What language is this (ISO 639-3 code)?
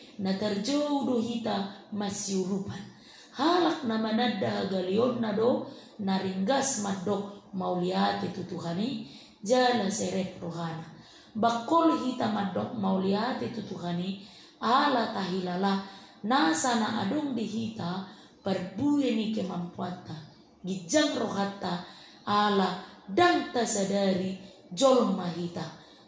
bbc